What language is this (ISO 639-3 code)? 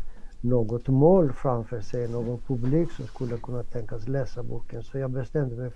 swe